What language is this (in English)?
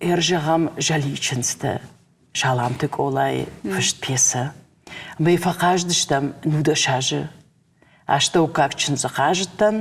Ossetic